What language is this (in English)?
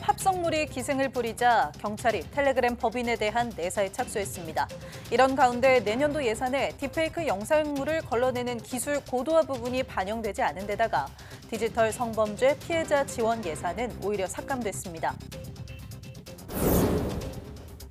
Korean